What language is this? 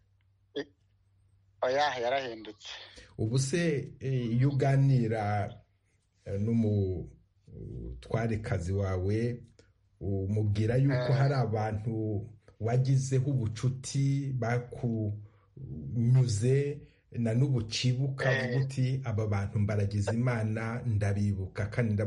Kinyarwanda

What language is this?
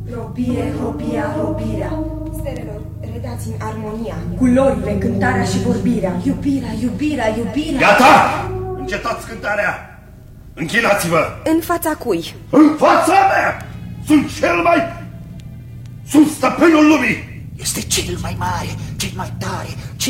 Romanian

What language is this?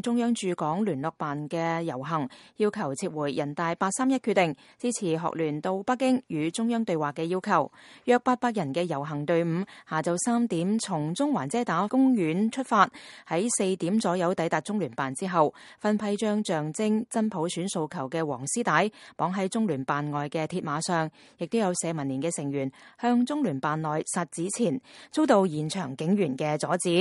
Cantonese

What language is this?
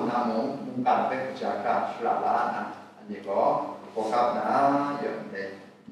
Kachin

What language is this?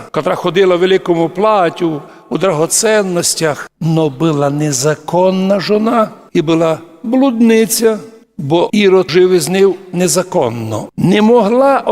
Rusyn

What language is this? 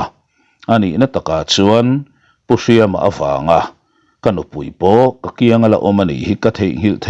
Mizo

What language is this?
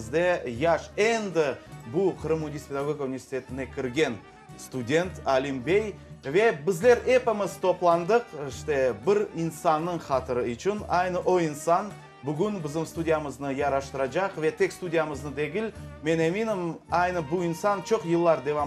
Crimean Tatar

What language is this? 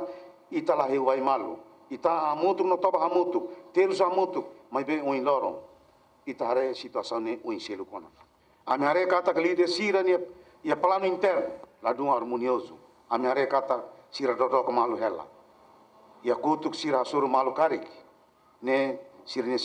Tetum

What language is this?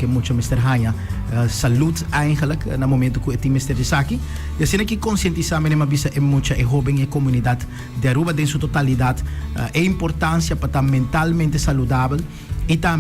Papiamento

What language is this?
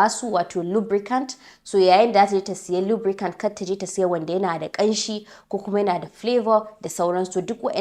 Hausa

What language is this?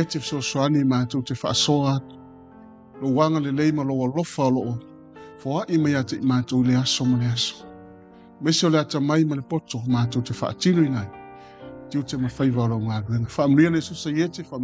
Samoan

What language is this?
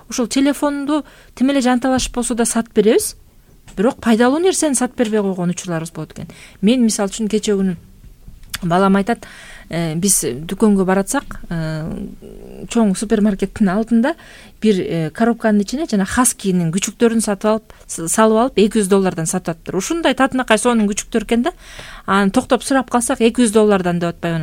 Kyrgyz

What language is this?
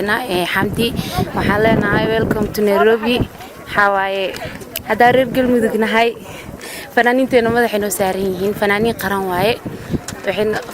Somali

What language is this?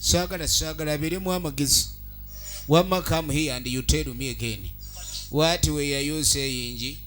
Ganda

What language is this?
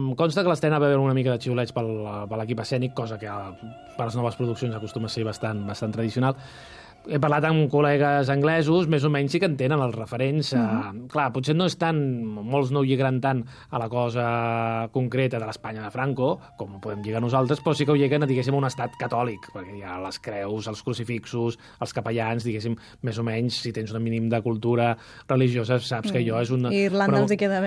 Catalan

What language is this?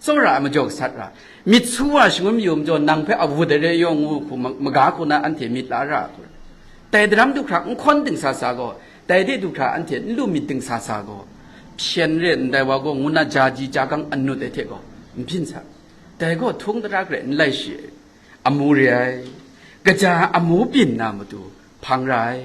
Kachin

